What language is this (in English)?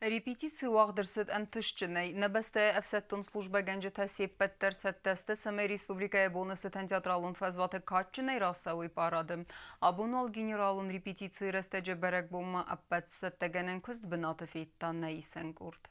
Ossetic